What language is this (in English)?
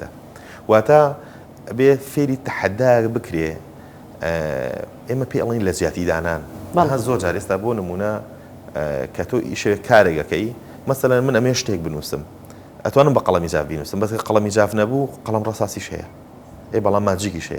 Central Kurdish